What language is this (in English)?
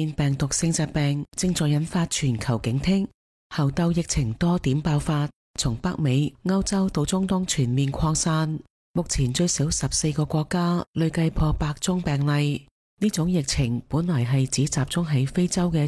Cantonese